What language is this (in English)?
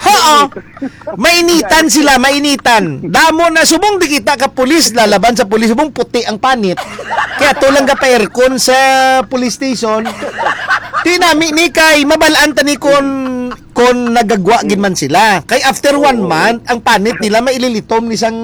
Hiligaynon